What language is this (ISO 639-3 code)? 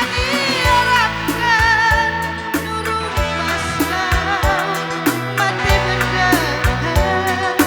btx